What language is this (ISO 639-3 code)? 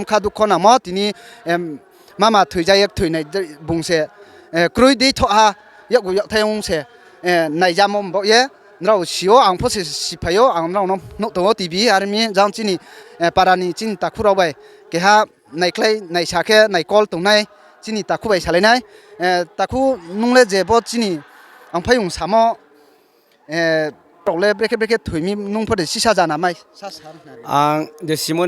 ria